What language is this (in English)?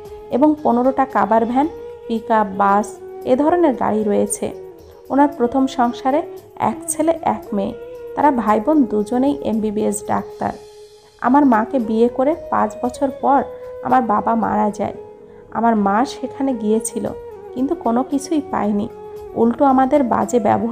Bangla